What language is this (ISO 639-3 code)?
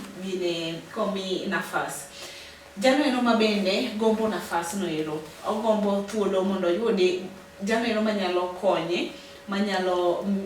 luo